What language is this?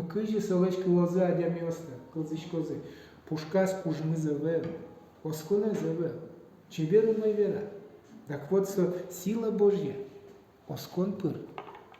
Udmurt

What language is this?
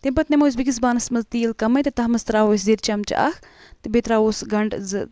Kashmiri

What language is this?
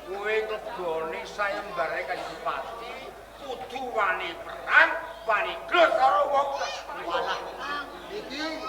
Javanese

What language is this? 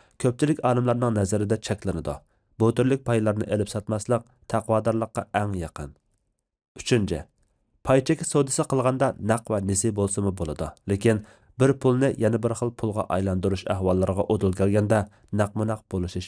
Uyghur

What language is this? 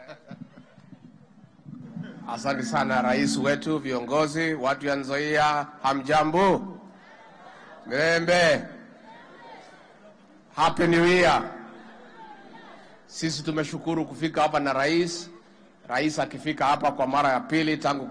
Swahili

